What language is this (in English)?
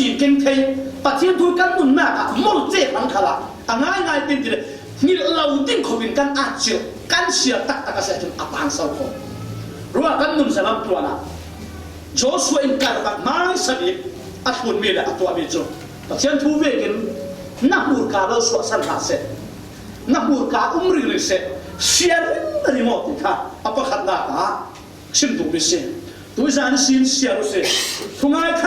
Falam Chin